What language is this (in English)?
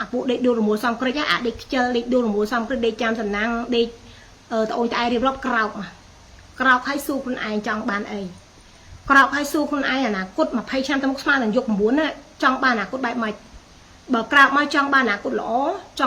Khmer